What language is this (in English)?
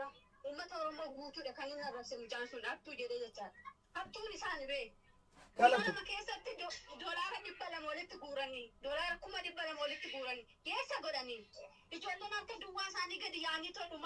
Oromo